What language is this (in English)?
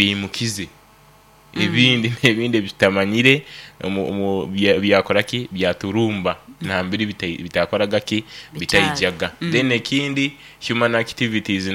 Nyoro